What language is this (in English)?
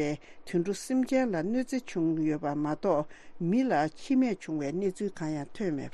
Tibetan